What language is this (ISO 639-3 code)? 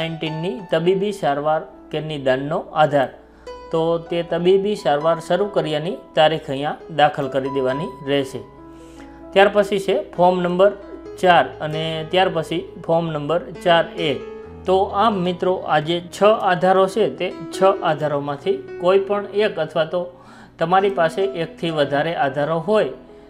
guj